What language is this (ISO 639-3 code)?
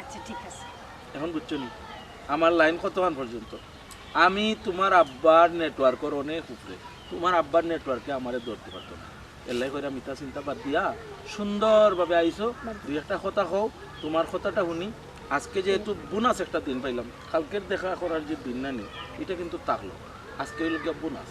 syl